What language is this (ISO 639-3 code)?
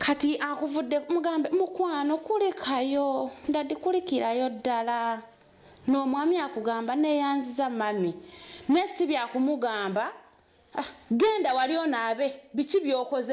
lug